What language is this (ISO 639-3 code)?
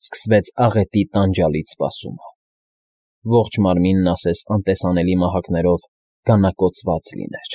hye